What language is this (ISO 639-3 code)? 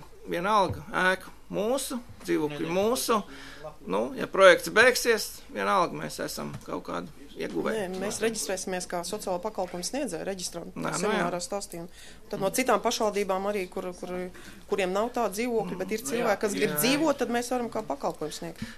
lav